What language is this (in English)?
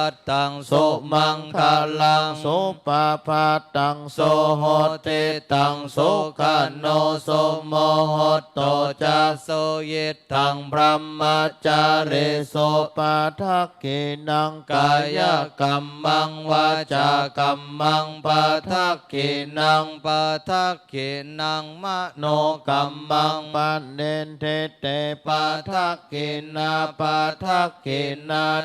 Pali